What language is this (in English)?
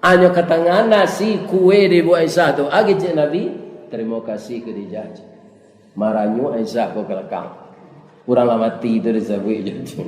Minangkabau